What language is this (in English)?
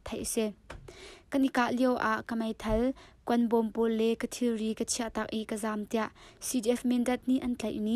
Hakha Chin